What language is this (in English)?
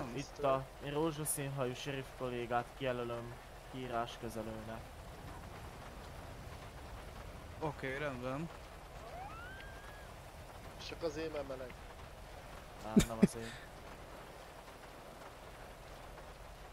Hungarian